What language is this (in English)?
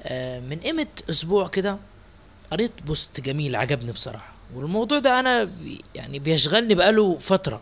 Egyptian Arabic